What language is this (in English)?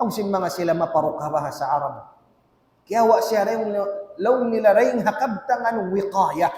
Tausug